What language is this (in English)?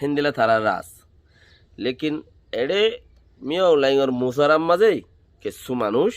Rohingya